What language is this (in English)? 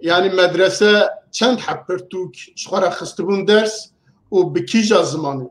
Kurdish